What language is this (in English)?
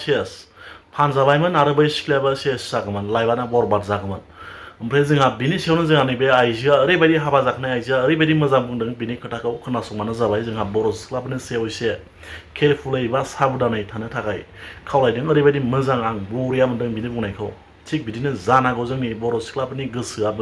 Bodo